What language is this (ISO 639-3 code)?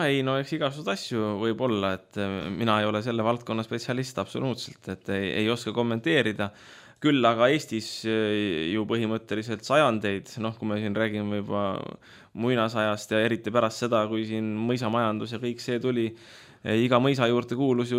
est